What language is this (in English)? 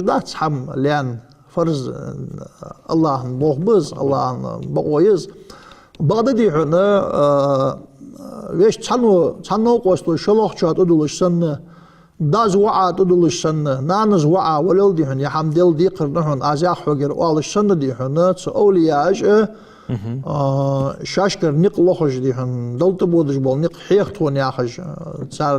Ingush